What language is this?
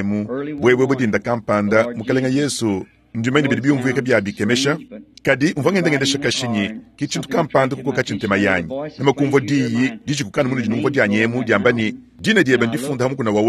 Luba-Lulua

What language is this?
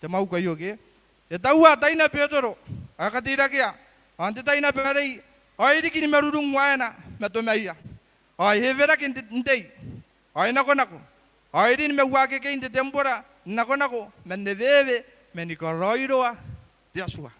Gilbertese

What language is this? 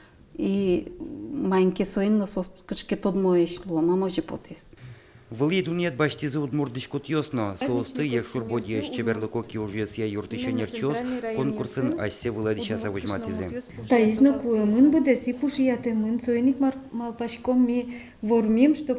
Udmurt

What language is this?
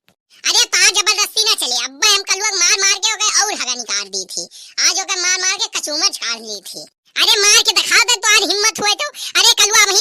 Awadhi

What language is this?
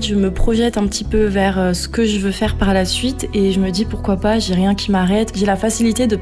French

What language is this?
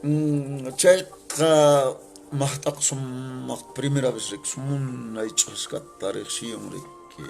Quechua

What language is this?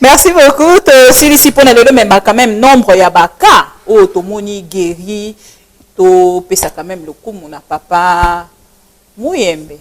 Lingala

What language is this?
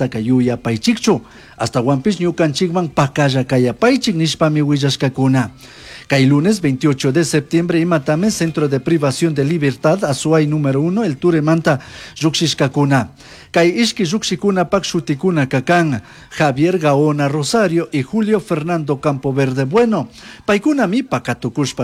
Chimborazo Highland Quichua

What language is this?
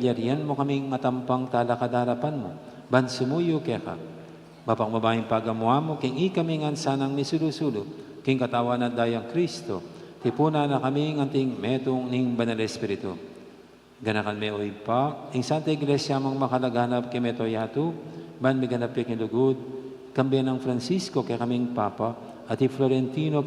Pampanga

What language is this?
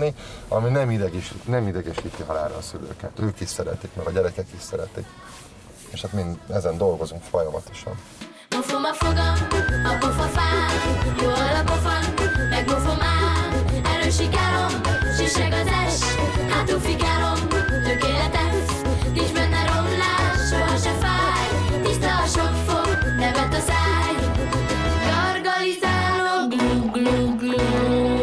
Hungarian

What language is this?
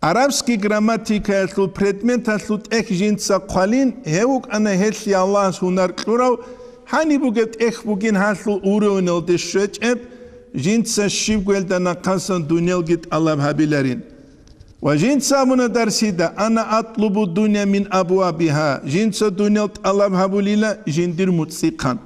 Avaric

